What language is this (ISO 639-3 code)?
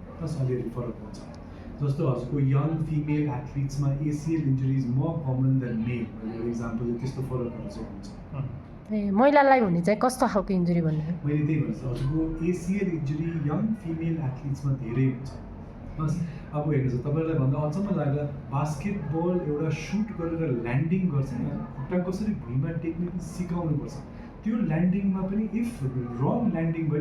nep